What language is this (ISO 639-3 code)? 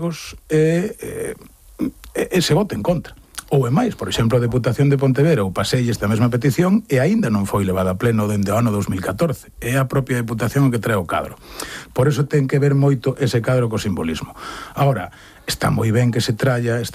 glg